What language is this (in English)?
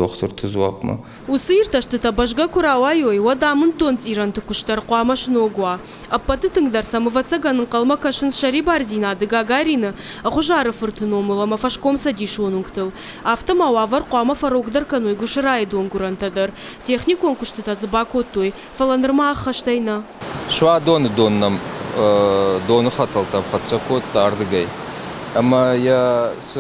Ossetic